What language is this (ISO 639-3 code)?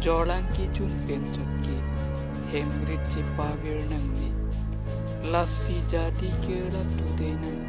mjw